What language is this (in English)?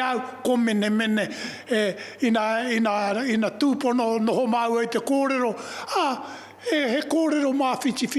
Māori